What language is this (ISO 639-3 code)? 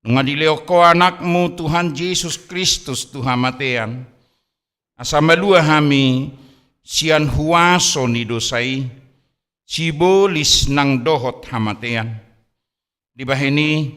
bbc